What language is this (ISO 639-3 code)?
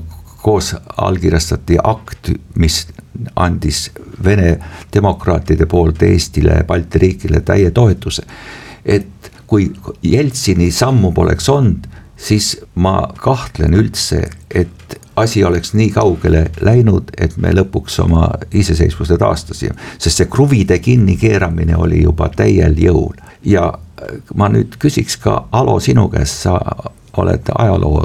est